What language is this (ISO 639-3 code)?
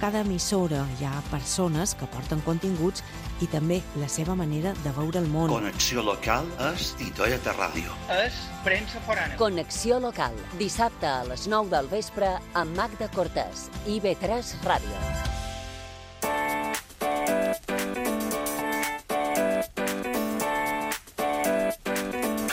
cat